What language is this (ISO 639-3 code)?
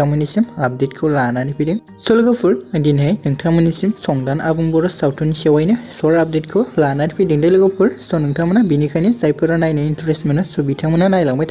brx